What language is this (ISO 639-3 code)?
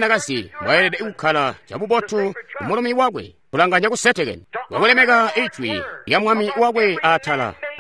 toi